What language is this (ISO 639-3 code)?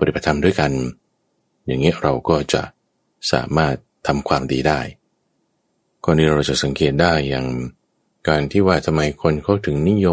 tha